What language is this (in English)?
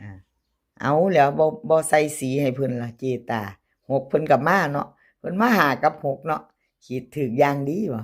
Northeastern Thai